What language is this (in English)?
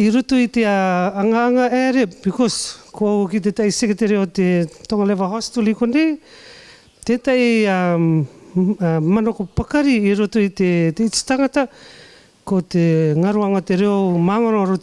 Rarotongan